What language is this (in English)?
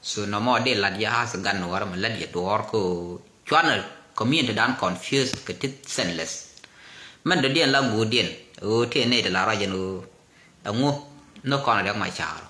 Nuer